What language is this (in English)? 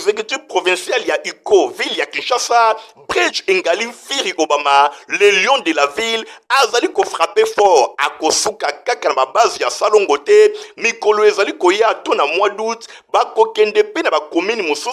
Lingala